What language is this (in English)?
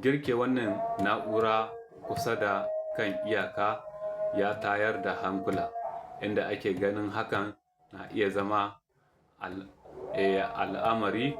Hausa